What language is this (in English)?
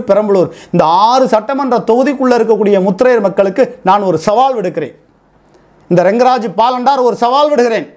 Tamil